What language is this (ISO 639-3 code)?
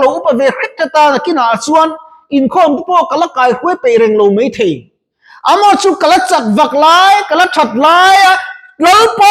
lus